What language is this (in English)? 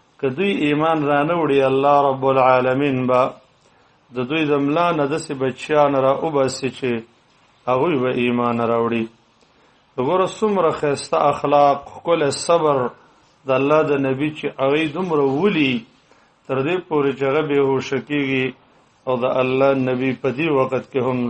Pashto